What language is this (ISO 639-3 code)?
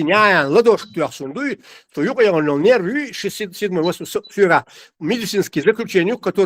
che